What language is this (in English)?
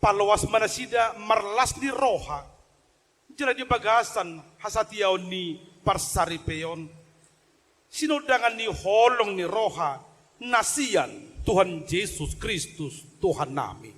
Batak Toba